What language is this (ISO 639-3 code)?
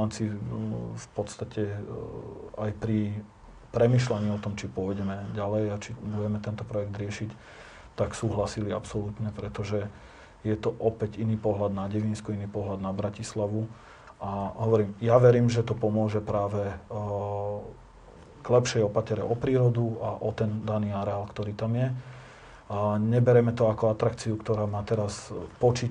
slk